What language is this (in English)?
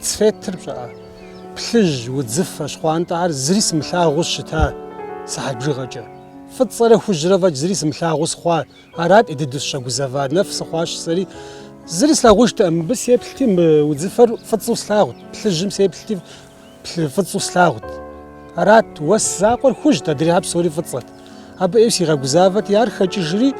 Kabardian